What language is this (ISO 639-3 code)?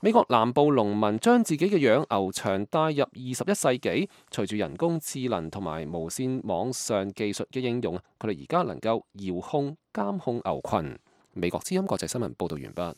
yue